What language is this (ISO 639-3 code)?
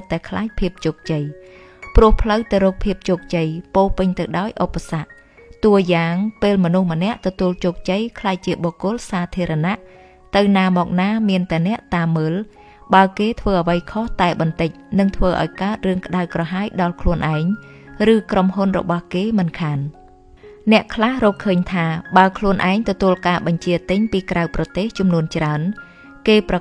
khm